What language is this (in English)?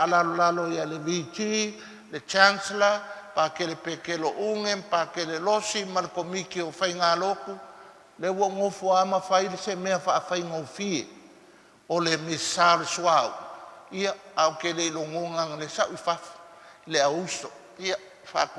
Samoan